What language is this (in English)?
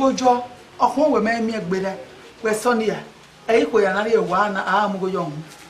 Bini